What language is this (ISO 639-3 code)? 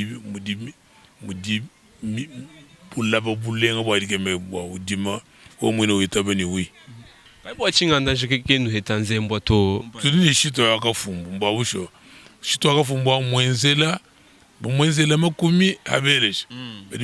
lua